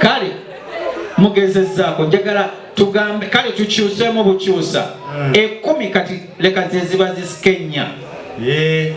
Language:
Ganda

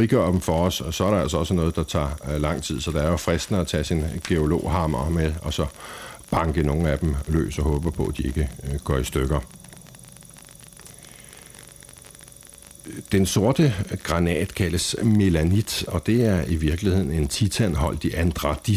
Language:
Danish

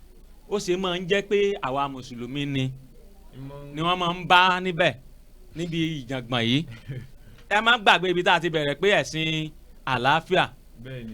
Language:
Yoruba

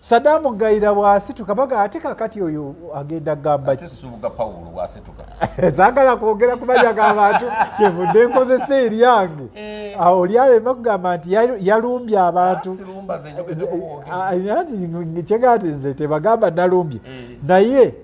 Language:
Ganda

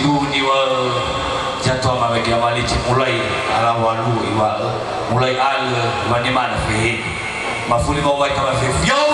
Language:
Nias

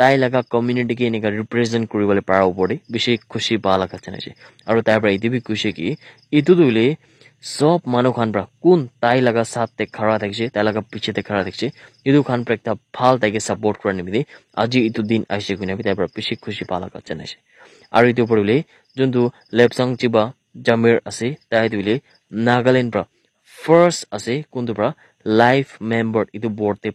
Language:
Naga Pidgin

